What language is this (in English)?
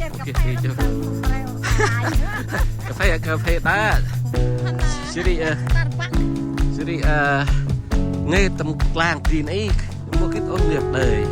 Central Mnong